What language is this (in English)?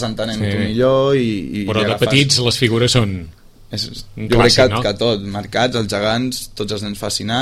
Catalan